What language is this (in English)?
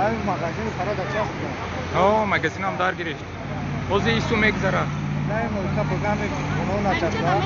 Tajik